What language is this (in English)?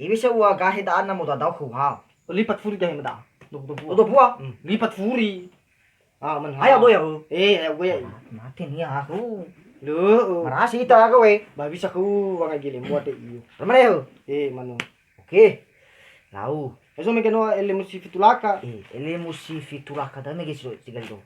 Nias